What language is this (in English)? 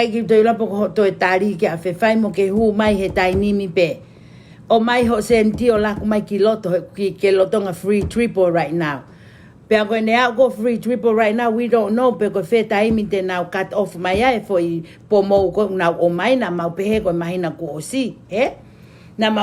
Tongan